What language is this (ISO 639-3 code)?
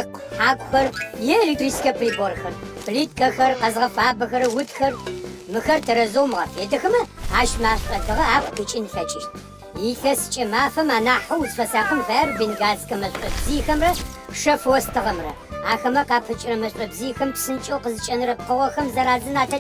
ady